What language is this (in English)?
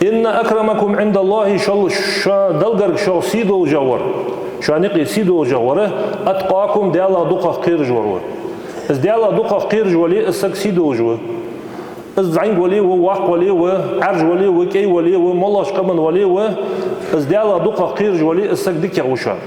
Ingush